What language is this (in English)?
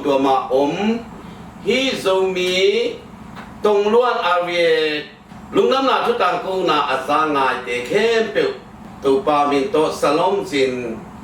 Tedim Chin